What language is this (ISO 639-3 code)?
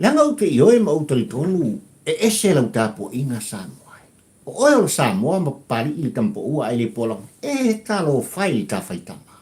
smo